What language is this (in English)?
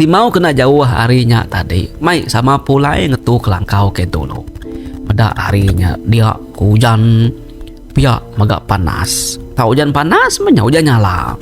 Iban